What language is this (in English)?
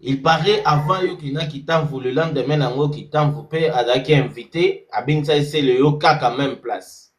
Lingala